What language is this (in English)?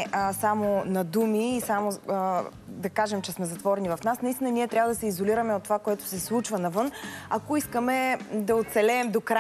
Bulgarian